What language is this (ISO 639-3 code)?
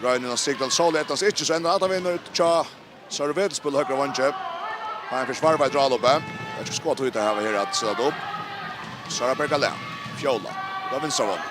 fao